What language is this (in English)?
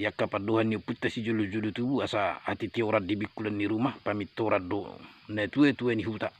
Batak Toba